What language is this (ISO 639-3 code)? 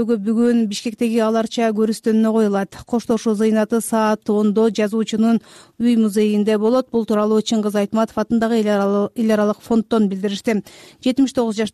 kir